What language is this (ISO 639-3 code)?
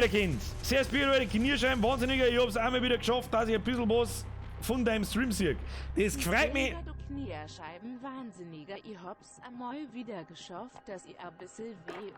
bar